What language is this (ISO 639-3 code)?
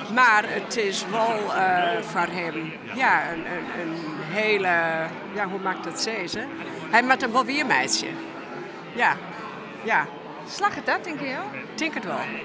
fry